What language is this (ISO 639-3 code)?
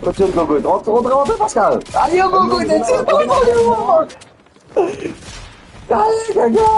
mfe